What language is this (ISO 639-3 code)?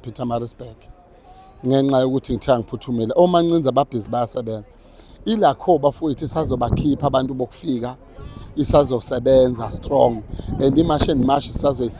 zul